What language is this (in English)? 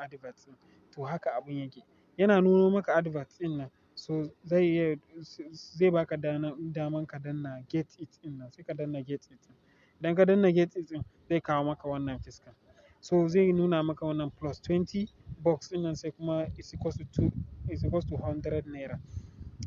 Hausa